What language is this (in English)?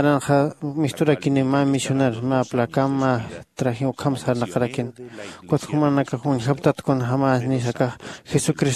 Aymara